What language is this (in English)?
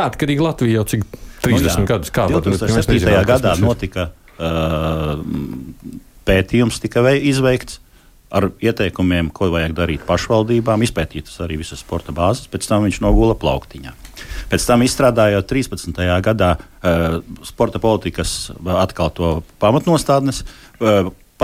Latvian